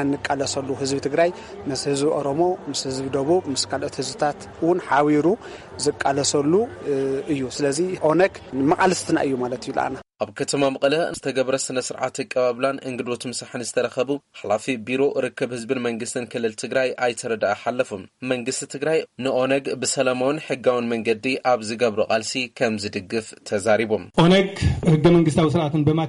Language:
Tigrinya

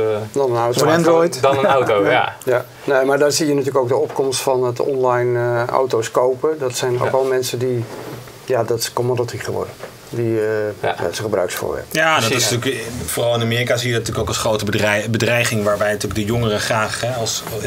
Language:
Dutch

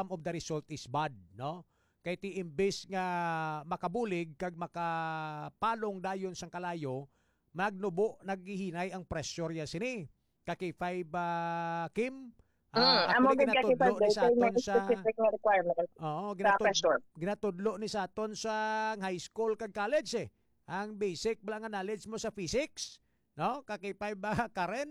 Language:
Hiligaynon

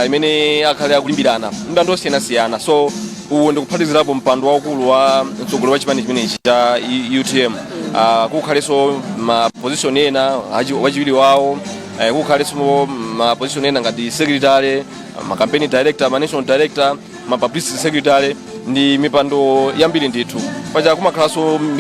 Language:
Nyanja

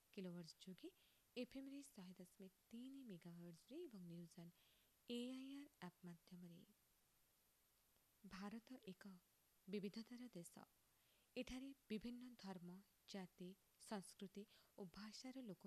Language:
Odia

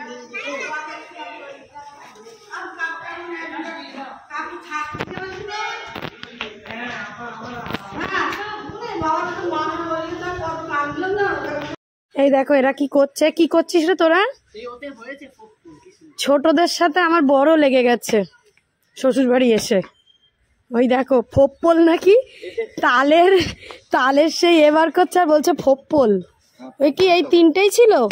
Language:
Bangla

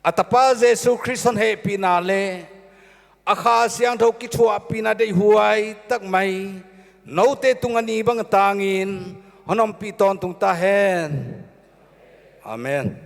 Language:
Paite Chin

